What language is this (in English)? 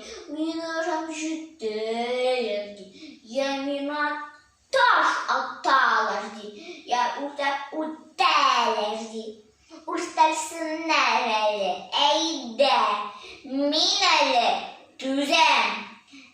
Tatar